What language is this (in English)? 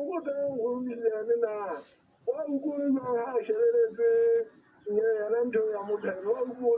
Southern Sotho